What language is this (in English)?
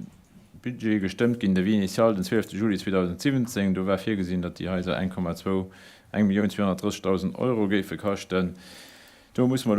Luxembourgish